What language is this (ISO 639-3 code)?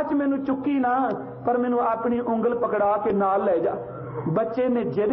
pan